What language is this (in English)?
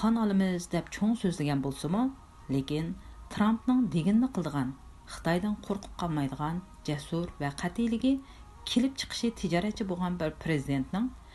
Uyghur